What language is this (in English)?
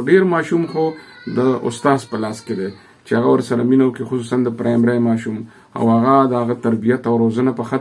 Pashto